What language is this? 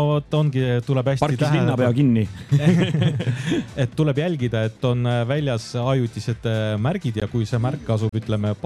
Estonian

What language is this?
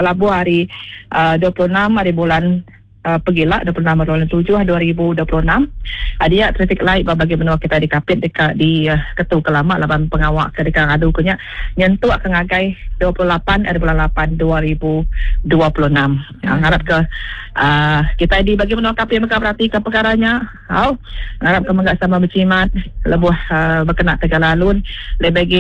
Iban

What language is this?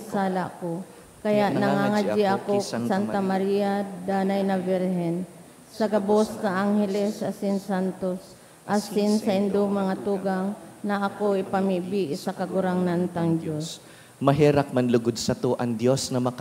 Bikol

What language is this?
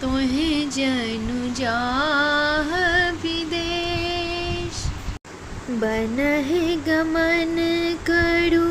Maithili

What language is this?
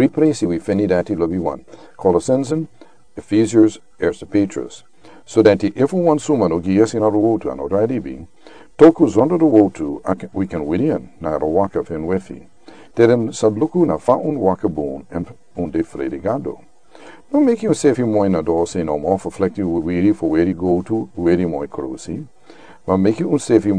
Sranan Tongo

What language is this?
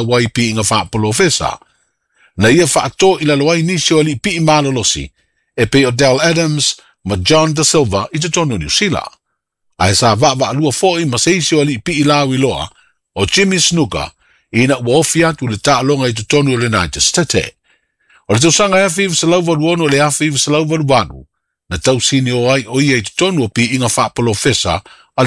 Samoan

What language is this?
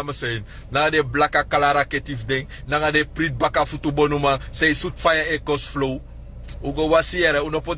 Sranan Tongo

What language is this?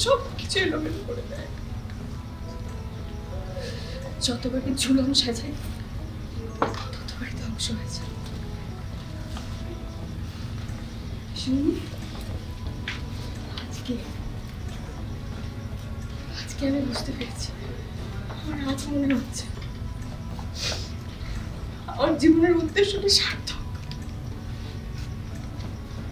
Bangla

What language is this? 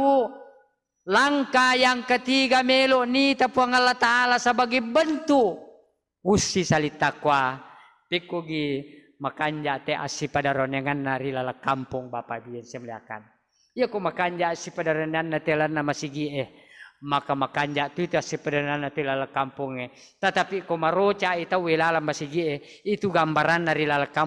Buginese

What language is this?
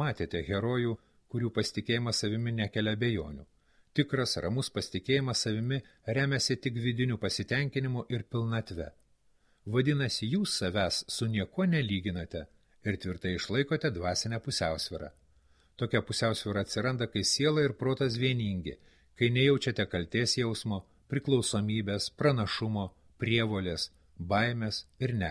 Lithuanian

